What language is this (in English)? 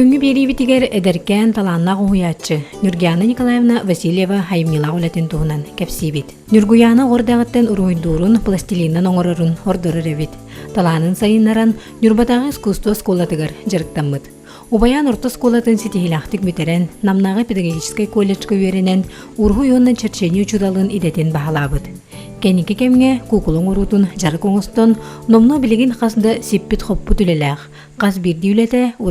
Yakut